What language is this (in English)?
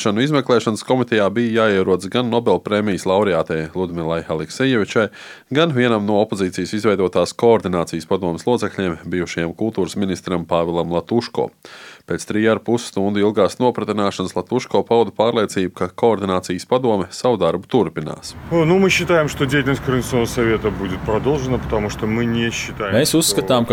Latvian